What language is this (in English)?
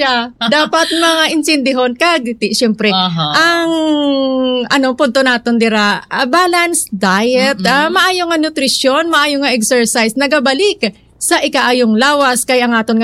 Hiligaynon